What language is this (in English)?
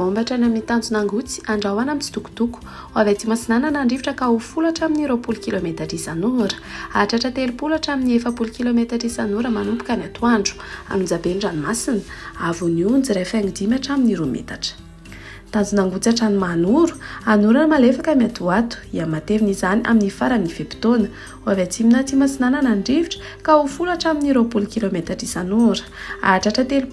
Malagasy